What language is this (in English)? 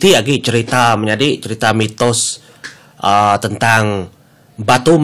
Iban